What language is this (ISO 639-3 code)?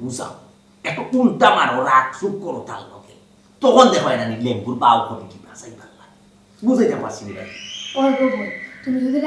syl